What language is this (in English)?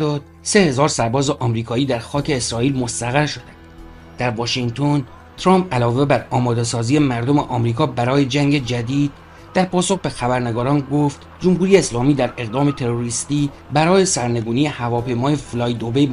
Persian